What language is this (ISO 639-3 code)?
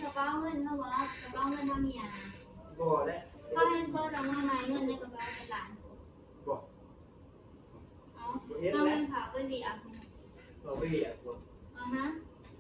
lao